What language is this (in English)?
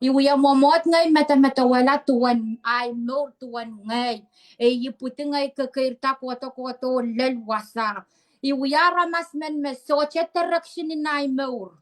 Pohnpeian